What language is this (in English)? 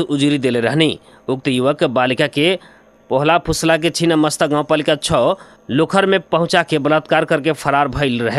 Bhojpuri